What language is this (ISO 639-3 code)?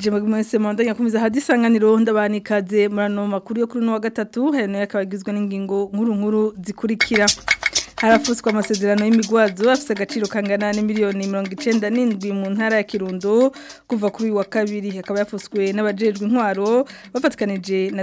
run